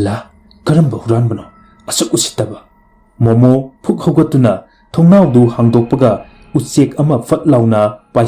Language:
Manipuri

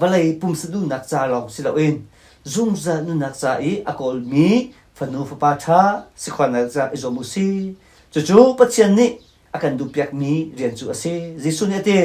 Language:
Hakha Chin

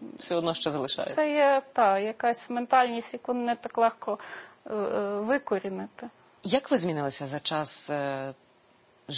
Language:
Ukrainian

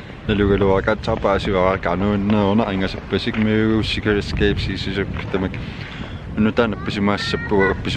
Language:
Kalaallisut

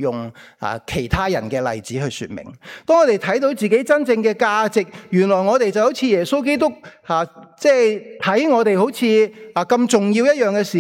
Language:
Cantonese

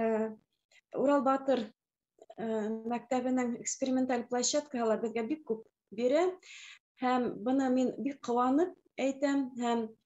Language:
Bashkir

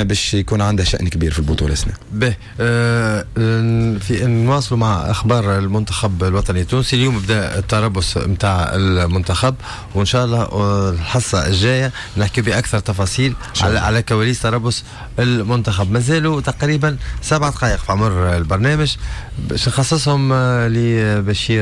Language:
Tunisian Arabic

